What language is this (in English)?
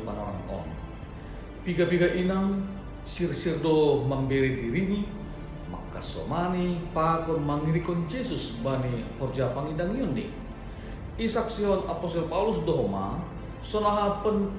Batak Simalungun